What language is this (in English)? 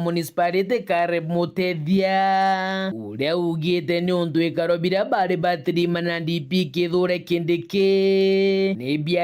Meru